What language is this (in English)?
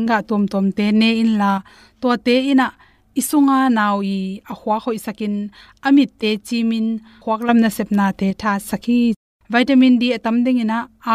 Tedim Chin